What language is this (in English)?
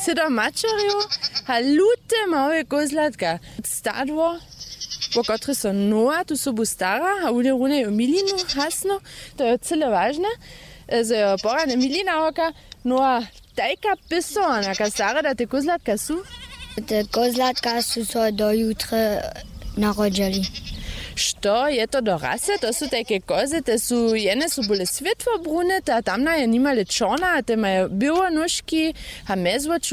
Upper Sorbian